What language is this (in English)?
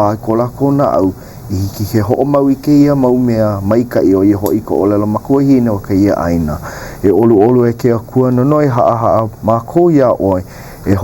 Hawaiian